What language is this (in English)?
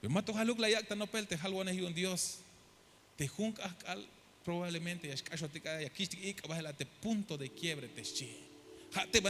Tzeltal